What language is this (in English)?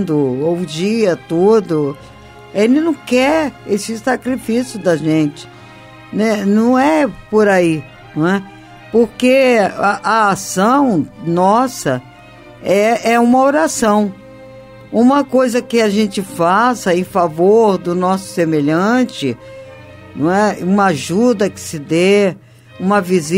Portuguese